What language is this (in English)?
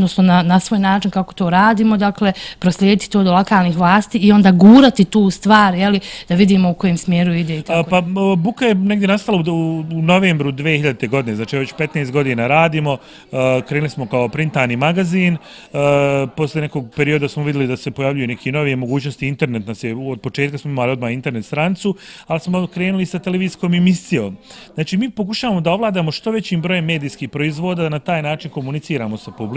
Bosnian